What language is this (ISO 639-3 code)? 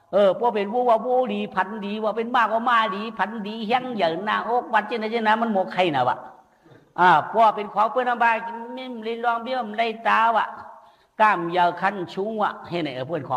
shn